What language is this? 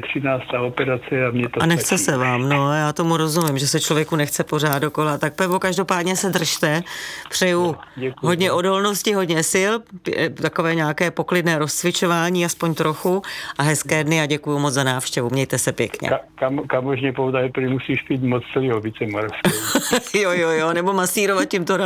Czech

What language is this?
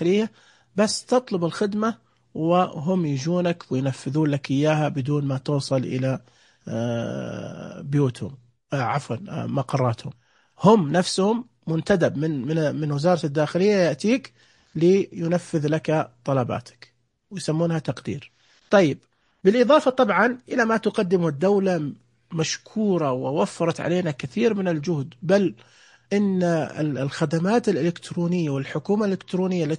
Najdi Arabic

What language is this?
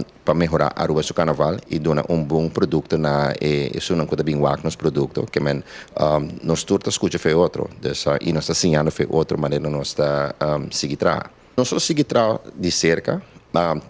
Papiamento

